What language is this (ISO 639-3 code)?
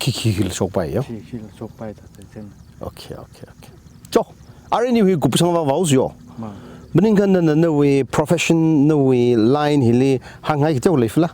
nmf